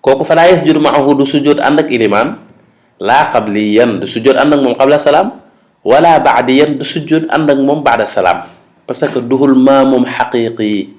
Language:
Wolof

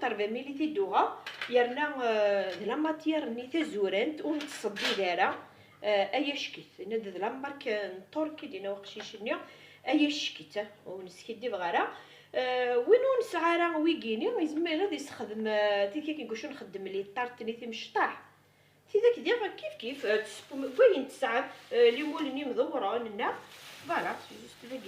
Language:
Kabyle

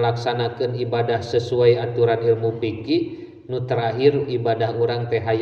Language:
Sundanese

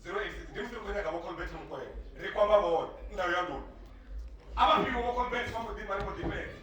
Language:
Venda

